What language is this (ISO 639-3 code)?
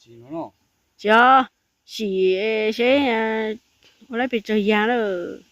hmn